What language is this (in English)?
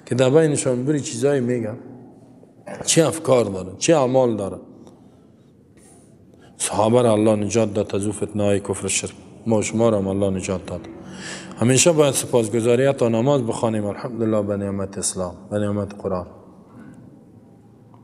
Persian